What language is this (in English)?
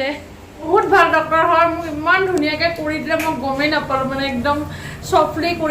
Assamese